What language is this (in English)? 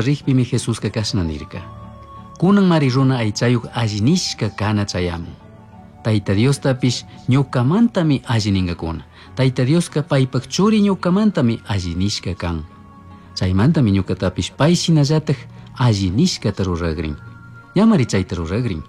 Chimborazo Highland Quichua